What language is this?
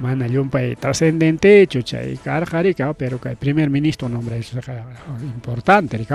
Ayacucho Quechua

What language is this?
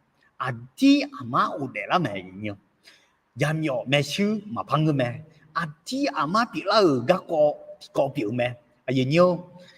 Akha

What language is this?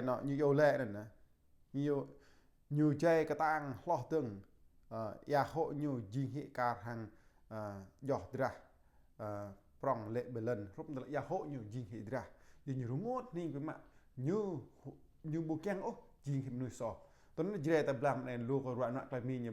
Jarai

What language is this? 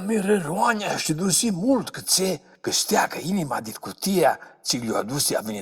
Aromanian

